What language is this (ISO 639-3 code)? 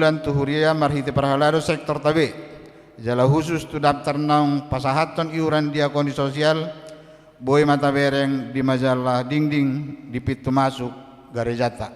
bbc